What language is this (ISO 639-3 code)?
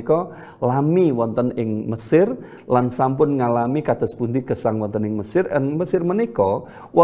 jav